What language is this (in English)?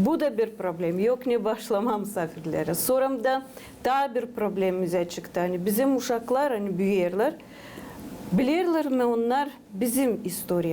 Gagauz